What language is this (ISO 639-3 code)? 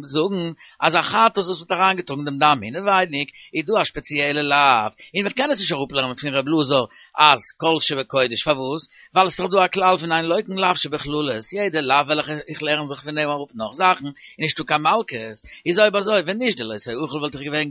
yid